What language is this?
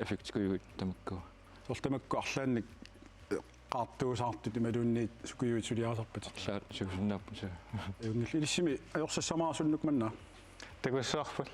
Kalaallisut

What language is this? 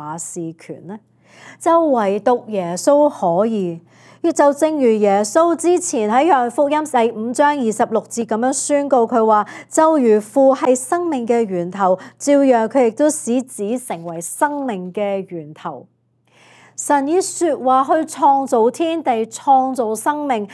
Cantonese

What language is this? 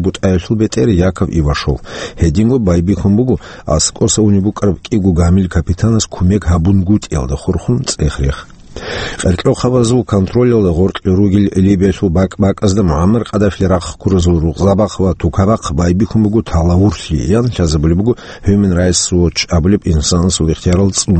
Avaric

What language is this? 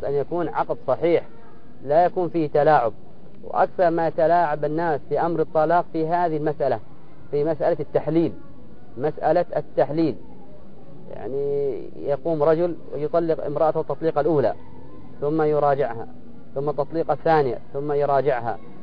Arabic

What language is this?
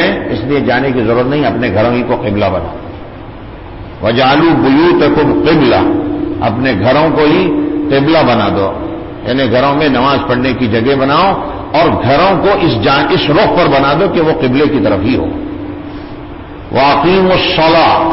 Urdu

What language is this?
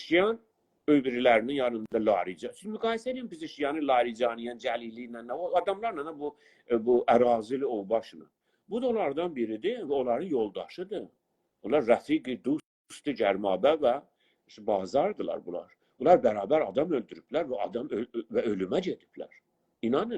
South Azerbaijani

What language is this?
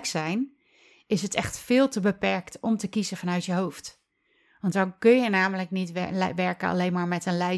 Dutch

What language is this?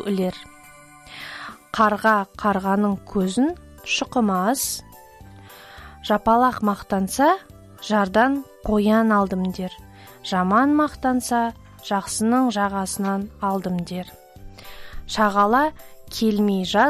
Kazakh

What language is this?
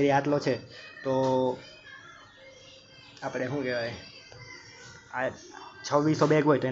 Gujarati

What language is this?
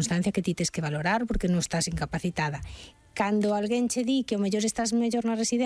Galician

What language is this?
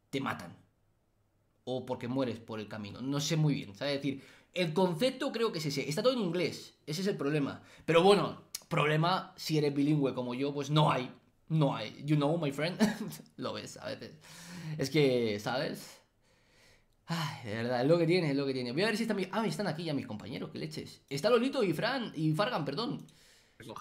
Spanish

